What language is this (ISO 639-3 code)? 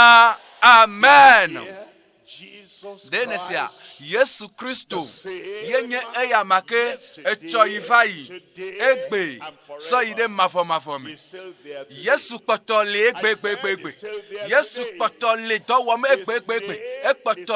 ewe